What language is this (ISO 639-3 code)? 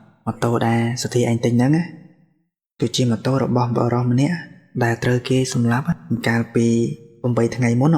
khm